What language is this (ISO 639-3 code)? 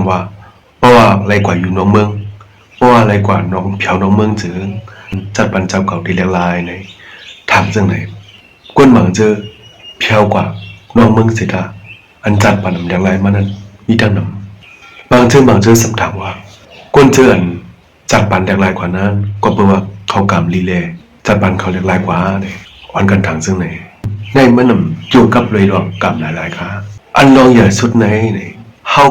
shn